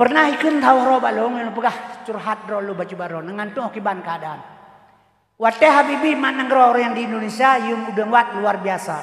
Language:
Achinese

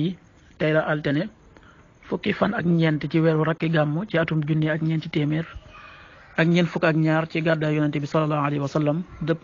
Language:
Wolof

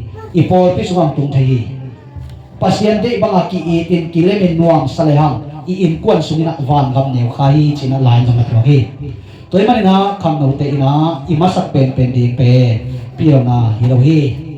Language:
Tedim Chin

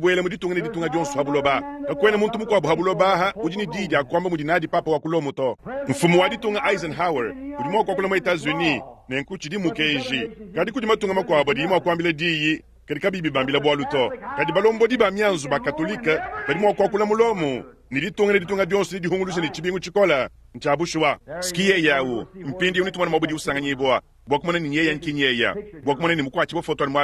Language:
Luba-Lulua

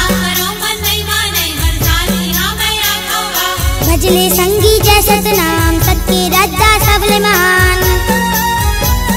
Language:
Chhattisgarhi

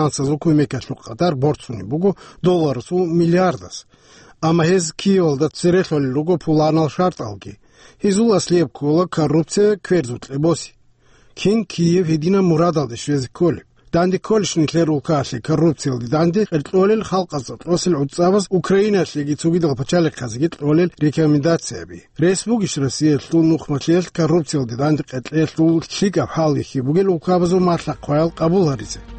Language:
Avaric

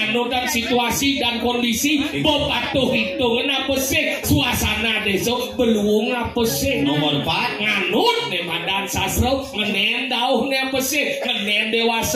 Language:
Balinese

